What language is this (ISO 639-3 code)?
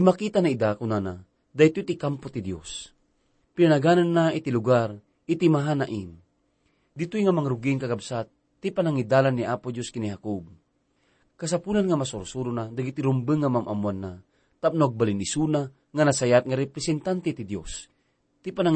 ilo